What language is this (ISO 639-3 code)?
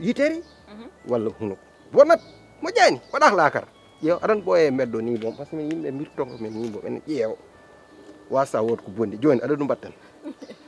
ful